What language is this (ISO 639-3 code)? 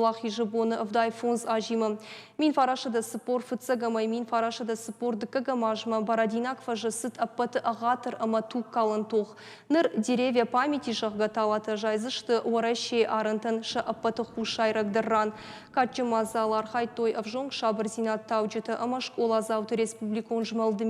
oss